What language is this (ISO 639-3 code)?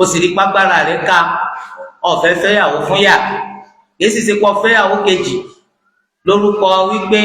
yor